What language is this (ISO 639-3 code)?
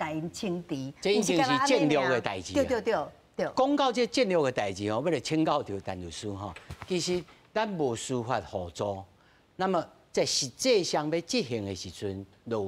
nan